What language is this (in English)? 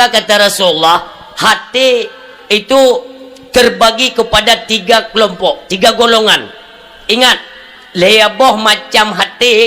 Achinese